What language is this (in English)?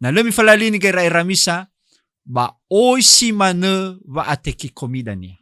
Nias